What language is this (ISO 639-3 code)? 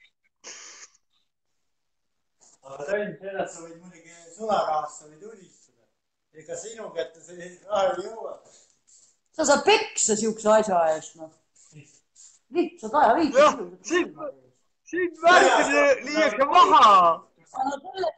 est